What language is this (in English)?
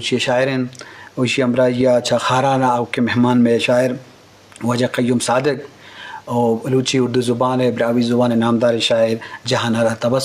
Eastern Balochi